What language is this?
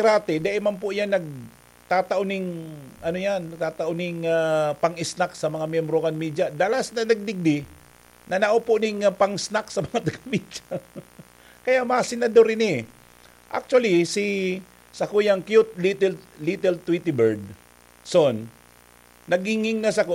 Bikol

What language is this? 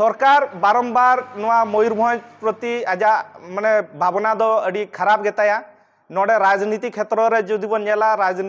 Santali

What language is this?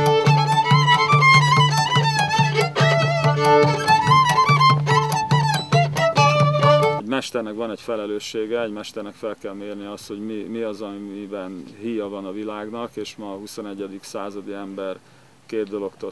Hungarian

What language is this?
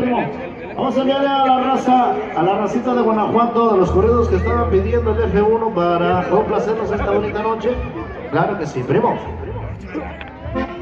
Spanish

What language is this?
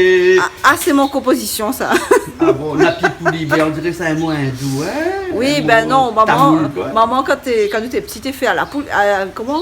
Réunion Creole French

